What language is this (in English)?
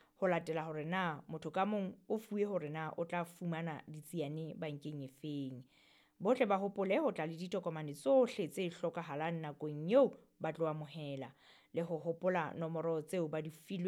Southern Sotho